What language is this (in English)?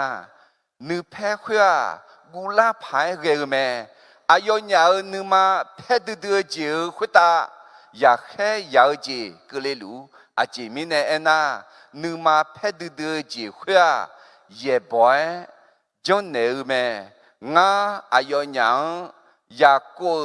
Akha